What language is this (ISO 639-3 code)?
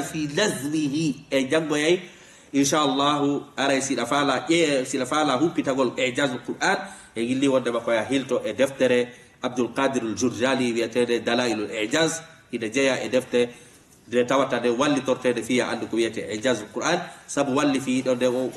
ful